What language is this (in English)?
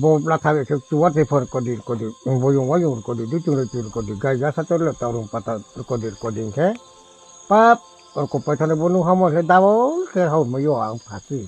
Riang (India)